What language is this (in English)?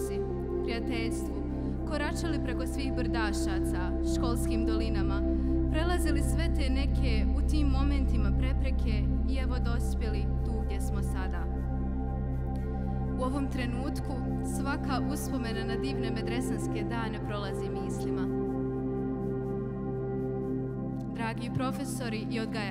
Bosnian